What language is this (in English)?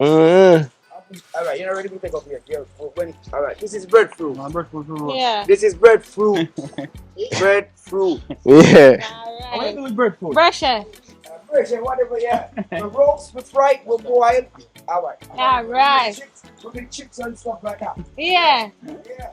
Jamaican Creole English